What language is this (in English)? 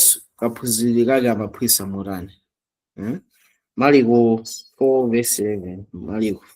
Nyanja